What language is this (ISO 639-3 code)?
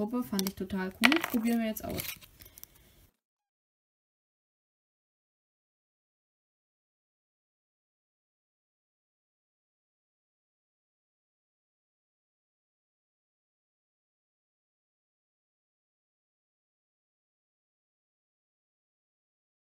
deu